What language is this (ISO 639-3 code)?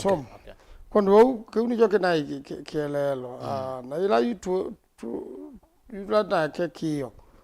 kam